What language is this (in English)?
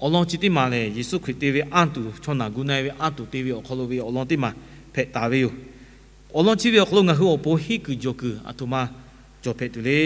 Lahu